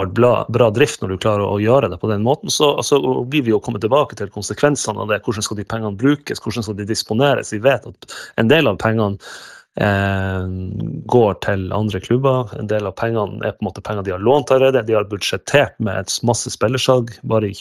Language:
Norwegian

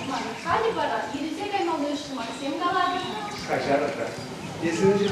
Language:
Chuvash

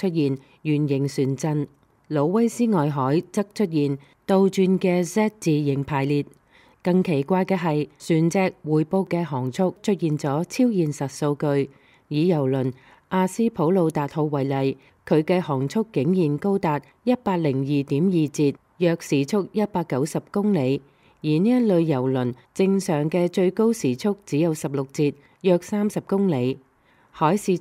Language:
Cantonese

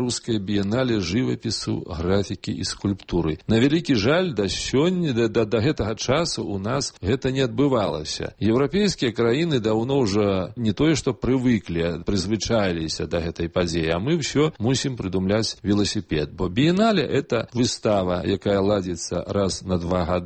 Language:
Belarusian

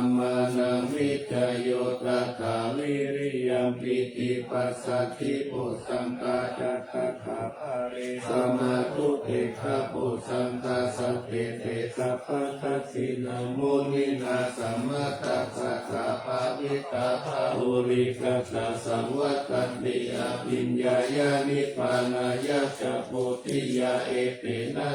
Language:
Pali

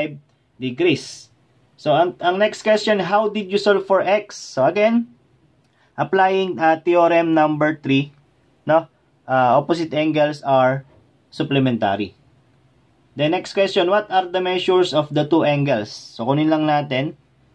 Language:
Filipino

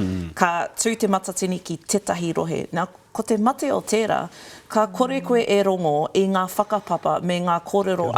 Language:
Māori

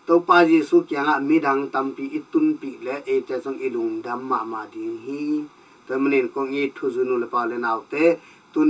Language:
Tedim Chin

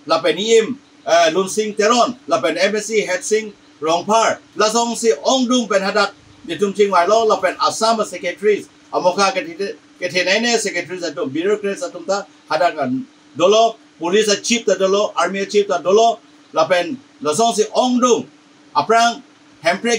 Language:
Karbi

